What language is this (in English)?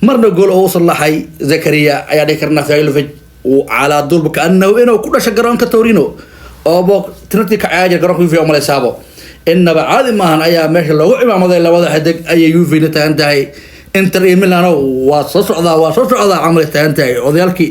Somali